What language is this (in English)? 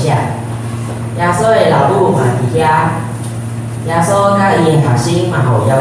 Min Nan Chinese